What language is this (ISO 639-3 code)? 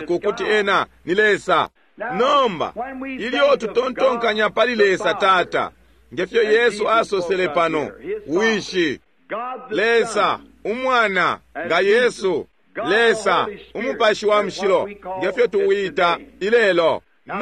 bem